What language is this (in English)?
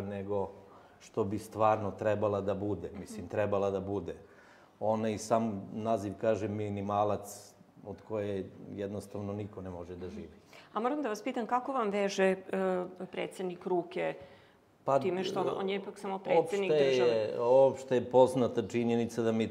Serbian